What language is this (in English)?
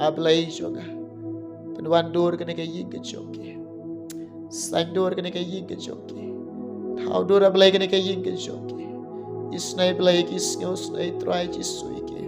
Khasi